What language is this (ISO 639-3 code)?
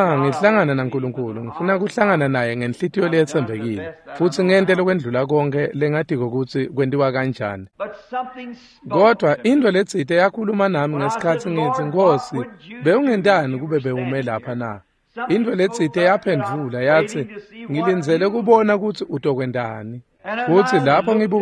ssw